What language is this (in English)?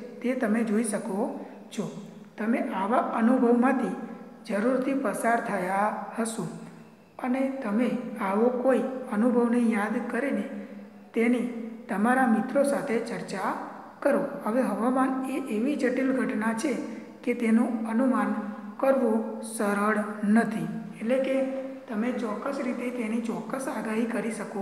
Gujarati